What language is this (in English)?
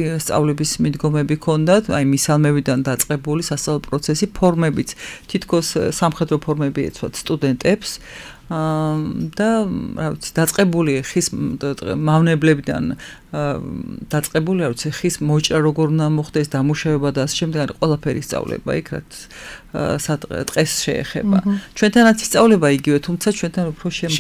Georgian